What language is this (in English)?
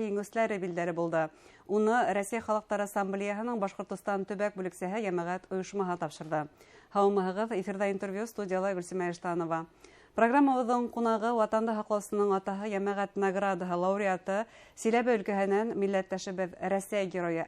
Bashkir